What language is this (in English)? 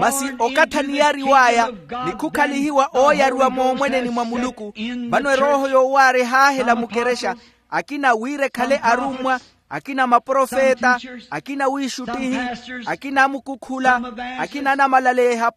Makhuwa